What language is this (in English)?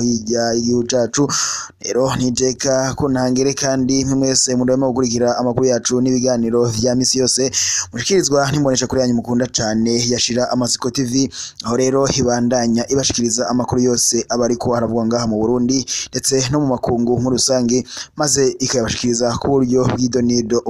Rundi